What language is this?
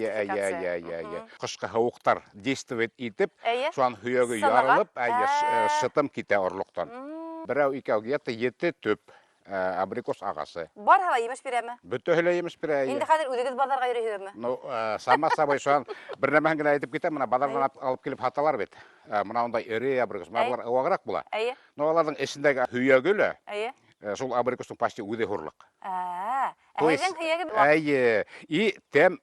Bashkir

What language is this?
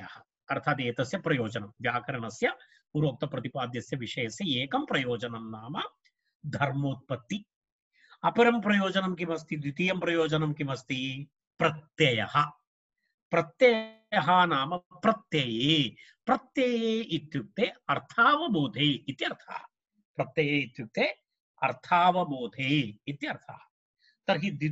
Sanskrit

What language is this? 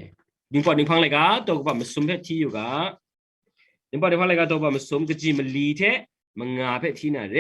Kachin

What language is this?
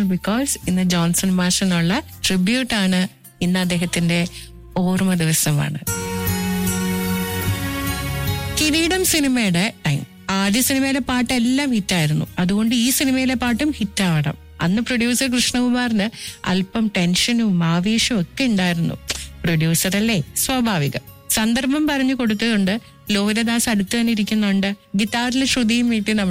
Malayalam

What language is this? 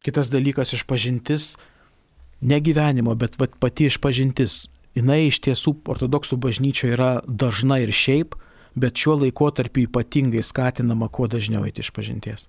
Lithuanian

